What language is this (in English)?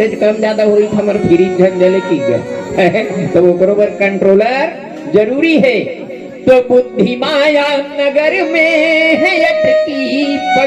Chhattisgarhi